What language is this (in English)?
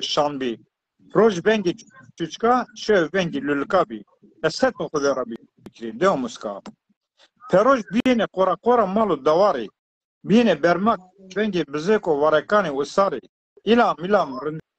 Zaza